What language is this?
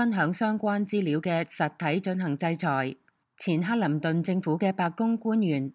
Cantonese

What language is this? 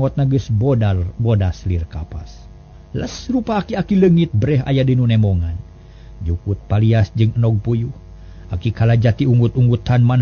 Sundanese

